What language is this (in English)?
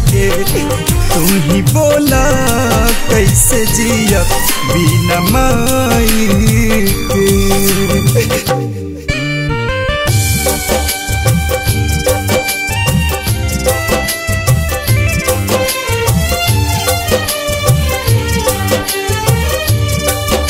Bhojpuri